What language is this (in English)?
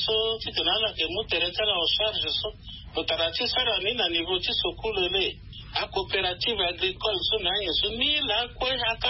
Sango